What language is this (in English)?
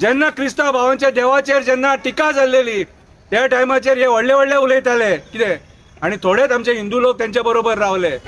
Konkani